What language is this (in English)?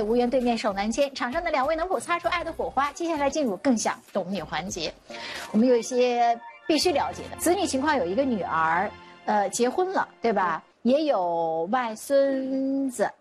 Chinese